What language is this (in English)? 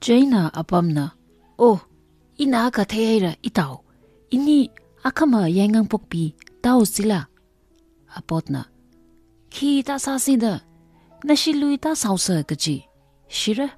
Tangkhul Naga (India)